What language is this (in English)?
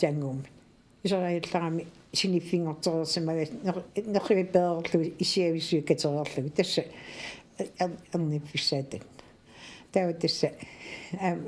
Kalaallisut